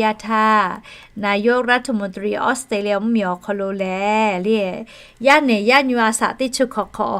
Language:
Lahu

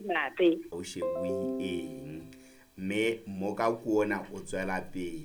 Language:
Southern Sotho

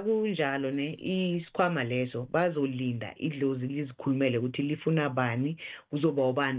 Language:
South Ndebele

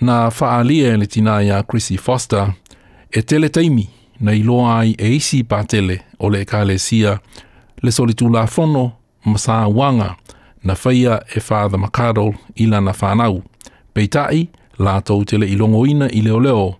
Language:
Samoan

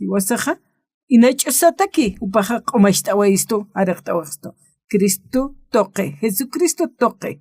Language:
Aymara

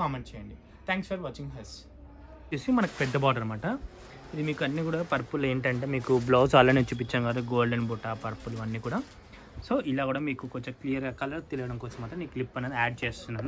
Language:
Telugu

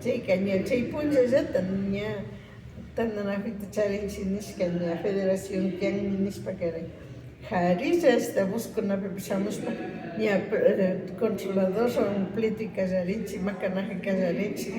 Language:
Imbabura Highland Quichua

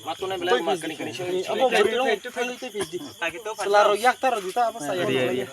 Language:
Kok Borok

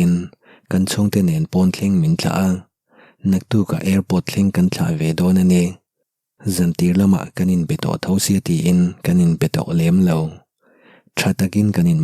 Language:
Mizo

